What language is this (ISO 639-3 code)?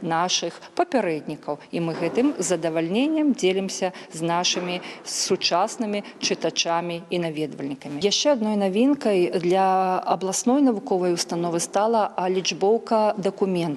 bel